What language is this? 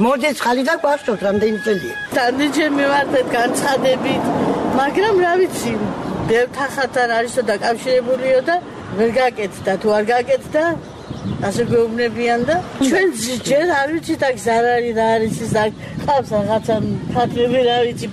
Georgian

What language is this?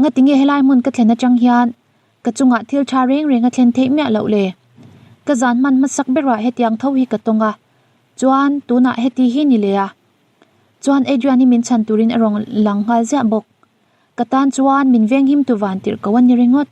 Mizo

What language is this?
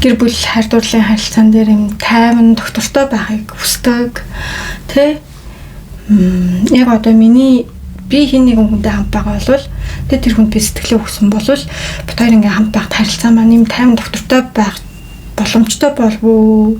Mongolian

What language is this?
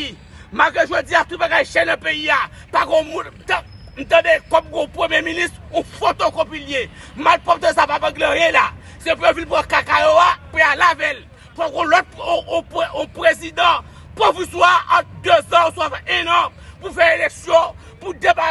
Haitian Creole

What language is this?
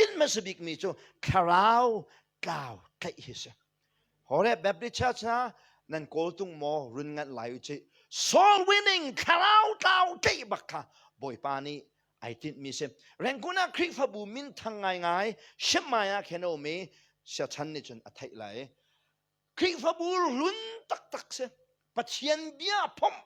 Hakha Chin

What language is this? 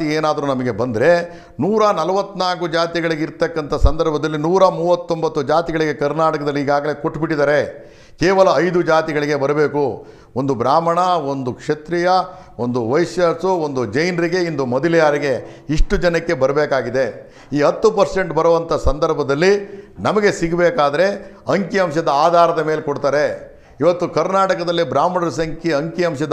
Kannada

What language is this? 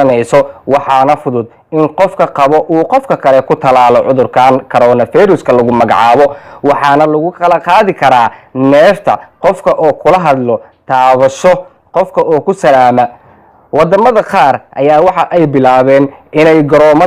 Somali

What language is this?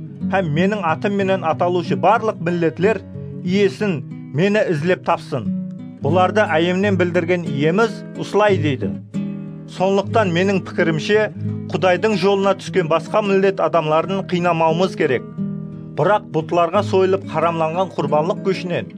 Kara-Kalpak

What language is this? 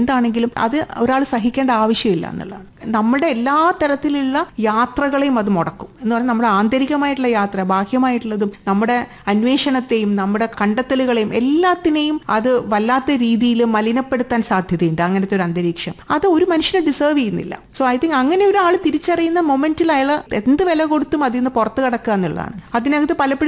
Malayalam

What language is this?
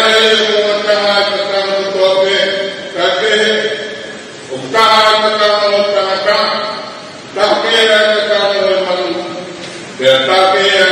Tongan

